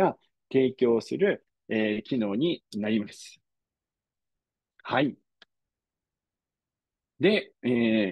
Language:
Japanese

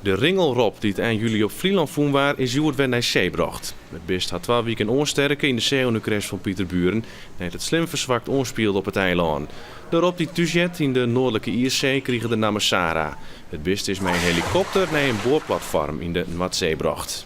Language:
Western Frisian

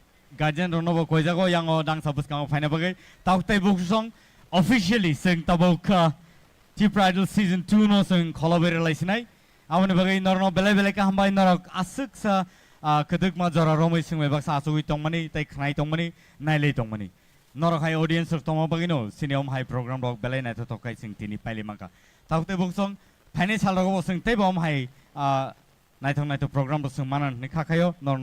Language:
Kok Borok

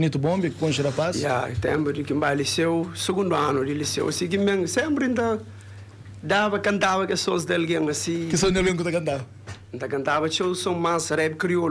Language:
Kabuverdianu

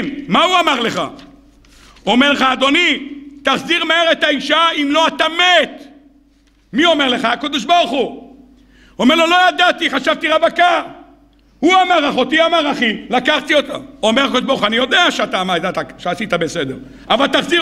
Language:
Hebrew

